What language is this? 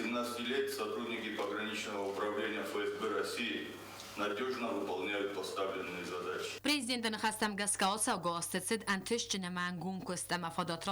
Ossetic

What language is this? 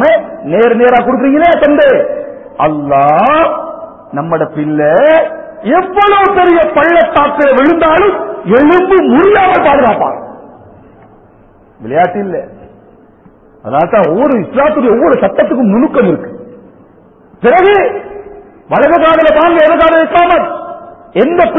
Tamil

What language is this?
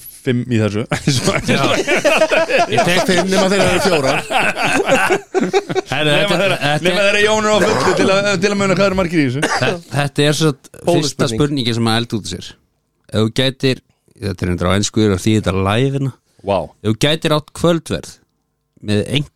Icelandic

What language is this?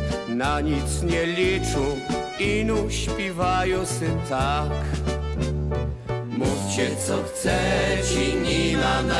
Polish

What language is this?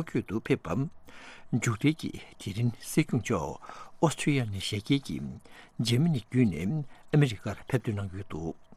Tibetan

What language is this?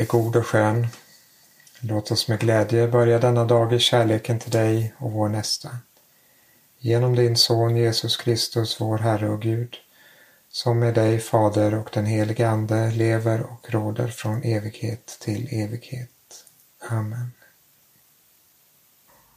Swedish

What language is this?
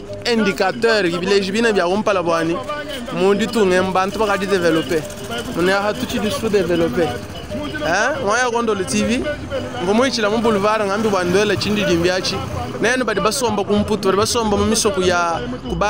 Luba-Lulua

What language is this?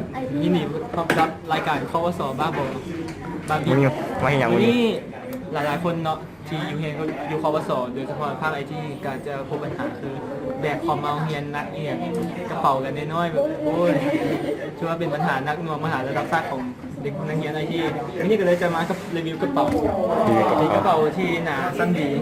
Lao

